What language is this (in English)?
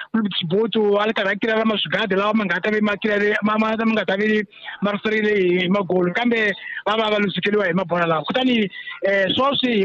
Tsonga